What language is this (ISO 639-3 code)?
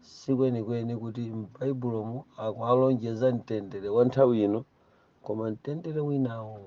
nya